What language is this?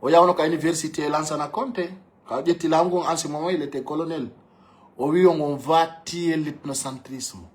Fula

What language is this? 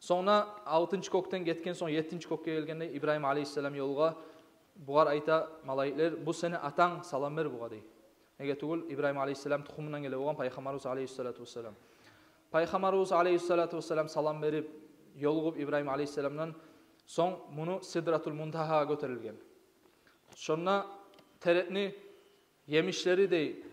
Kumyk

